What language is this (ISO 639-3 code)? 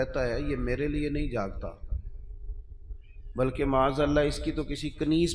urd